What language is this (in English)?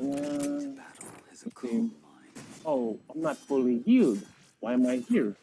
Jamaican Creole English